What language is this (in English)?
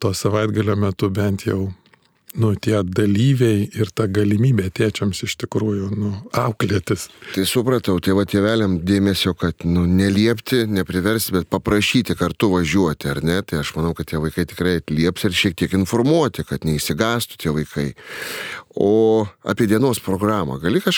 Lithuanian